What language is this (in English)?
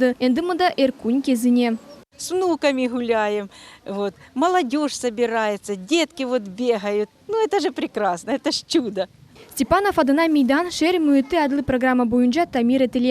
Crimean Tatar